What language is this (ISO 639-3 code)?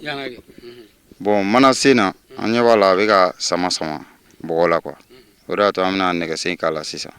bam